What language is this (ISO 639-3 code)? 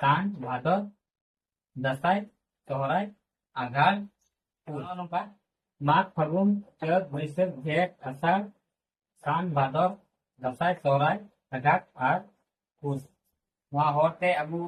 sat